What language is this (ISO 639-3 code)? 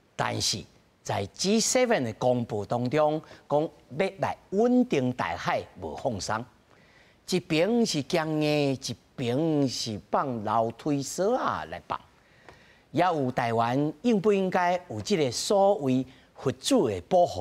nan